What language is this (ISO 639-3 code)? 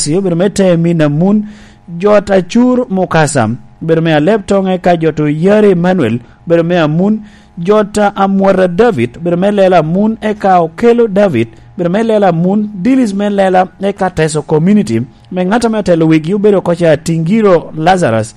laj